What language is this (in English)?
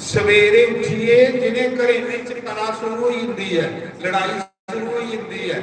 Dogri